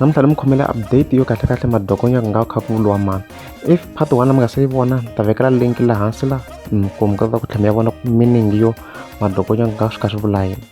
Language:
Tsonga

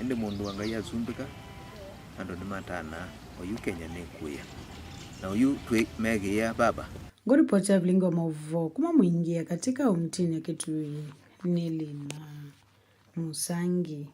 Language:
Kamba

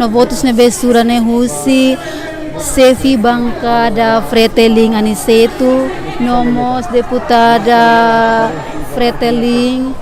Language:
Tetum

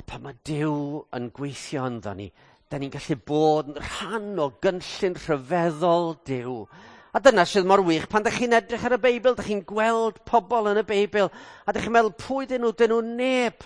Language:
Welsh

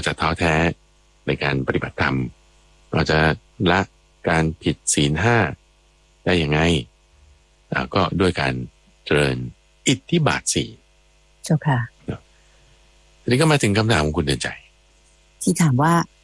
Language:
Thai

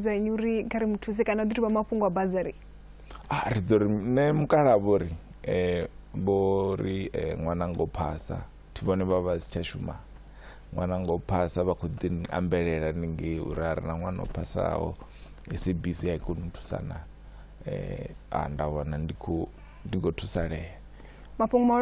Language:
Venda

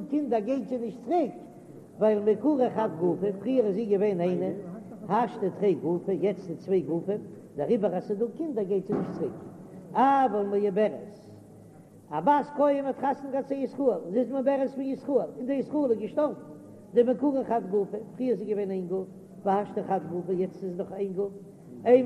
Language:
Yiddish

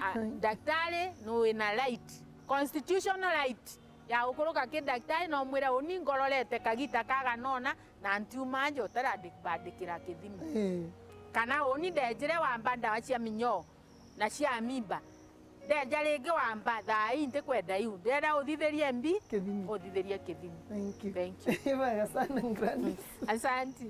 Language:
Meru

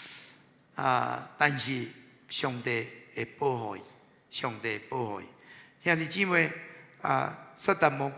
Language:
Min Nan Chinese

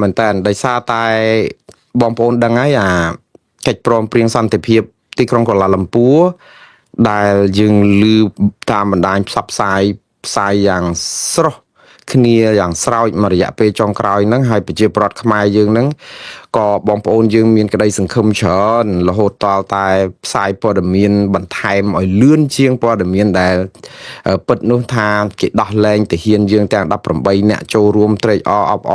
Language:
Khmer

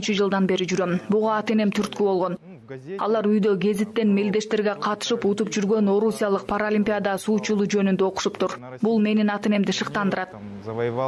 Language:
Kyrgyz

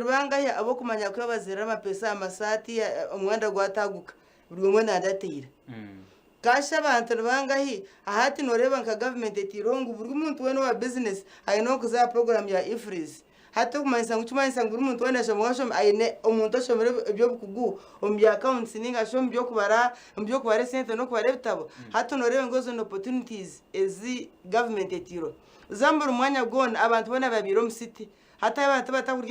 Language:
Nyankole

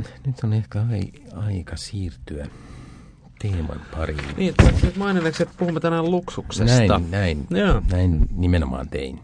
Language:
Finnish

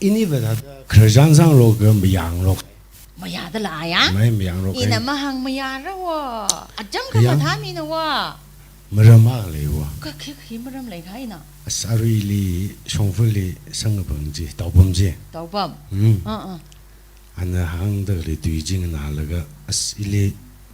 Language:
Tangkhul Naga (India)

